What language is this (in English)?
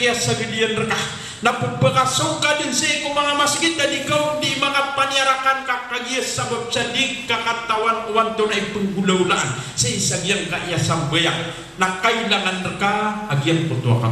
Maranao